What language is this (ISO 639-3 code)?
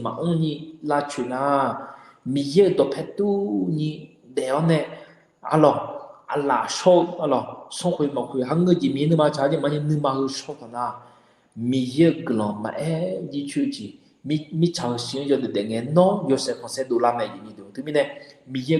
ahk